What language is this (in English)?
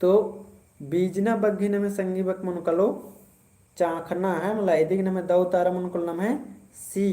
Kurukh